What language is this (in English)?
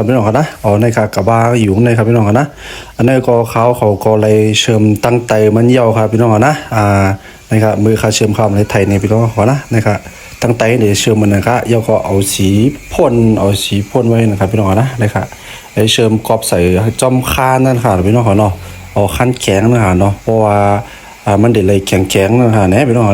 Shan